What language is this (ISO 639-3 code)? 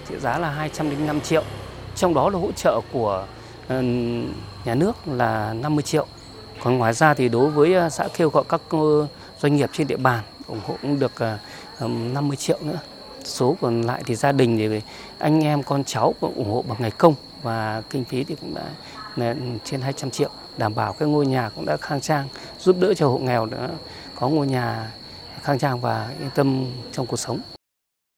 vie